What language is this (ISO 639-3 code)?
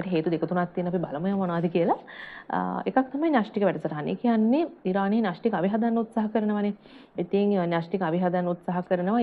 sin